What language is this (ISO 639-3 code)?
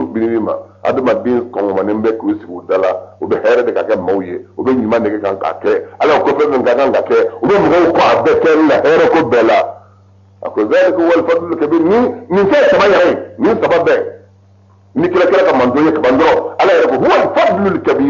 bam